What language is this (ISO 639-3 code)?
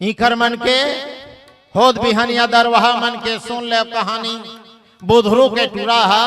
hne